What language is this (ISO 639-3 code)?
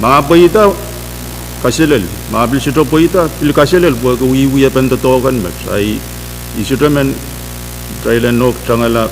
pon